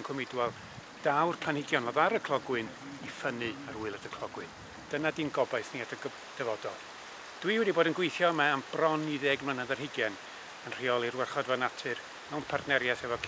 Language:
Welsh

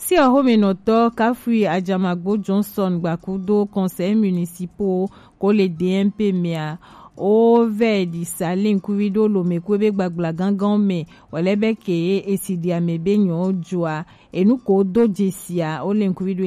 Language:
Gen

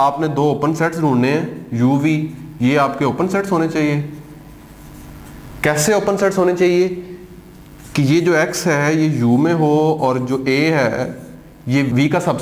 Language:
Hindi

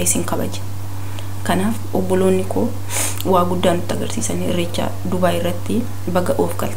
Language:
Oromo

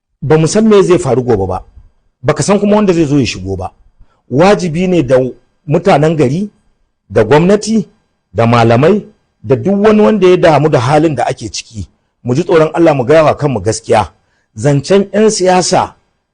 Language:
Hausa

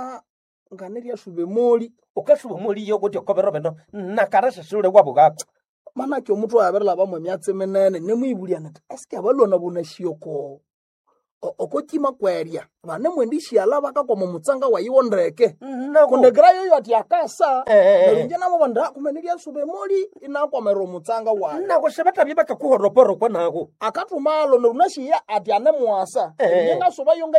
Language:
Nande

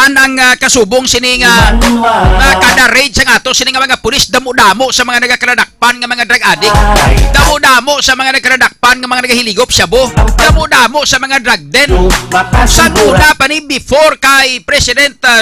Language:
Hiligaynon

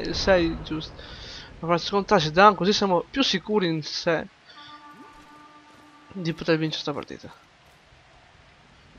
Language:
Italian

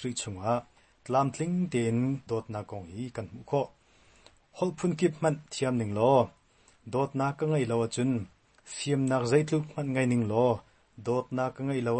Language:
Hakha Chin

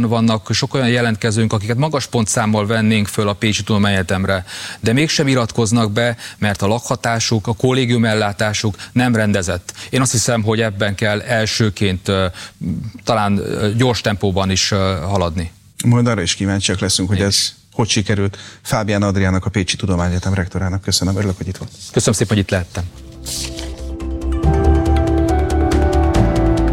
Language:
Hungarian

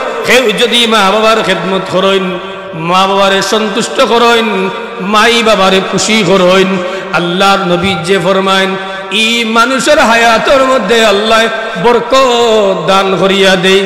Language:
Sylheti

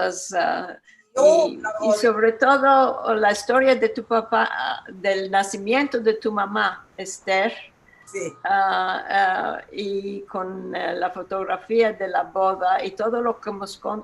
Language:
Ladino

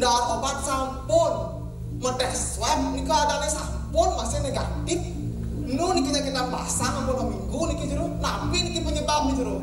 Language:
Balinese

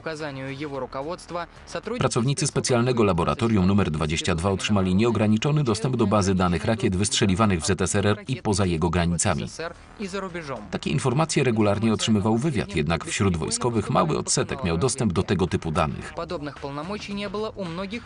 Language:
Polish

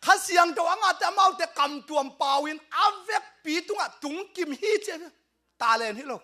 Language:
Tedim Chin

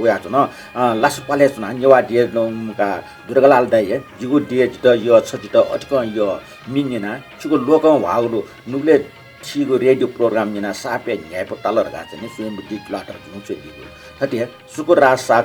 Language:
Newari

